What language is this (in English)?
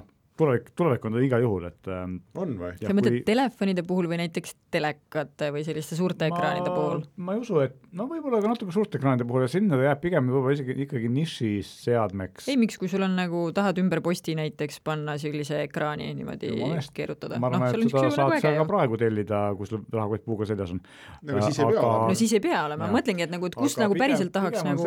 Estonian